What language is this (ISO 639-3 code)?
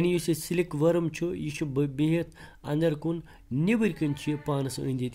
kas